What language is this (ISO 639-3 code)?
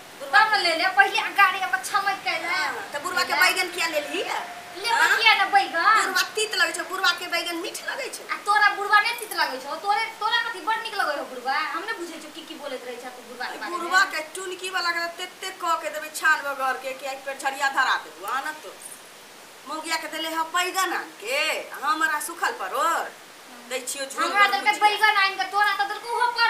mai